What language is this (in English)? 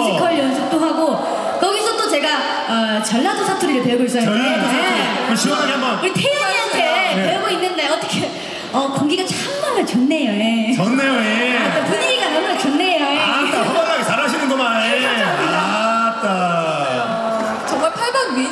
Korean